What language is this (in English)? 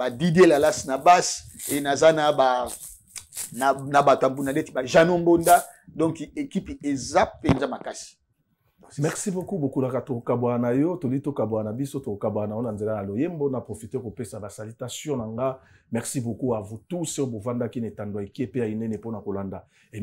Lingala